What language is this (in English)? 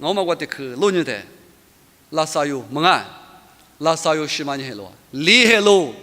Lisu